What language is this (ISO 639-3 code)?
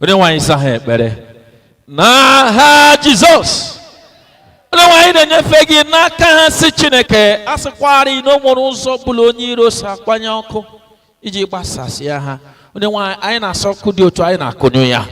ibo